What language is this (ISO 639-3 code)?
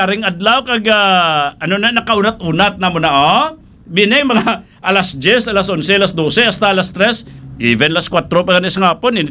hil